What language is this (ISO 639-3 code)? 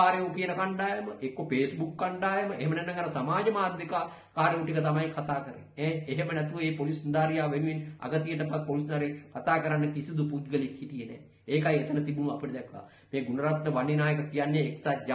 sin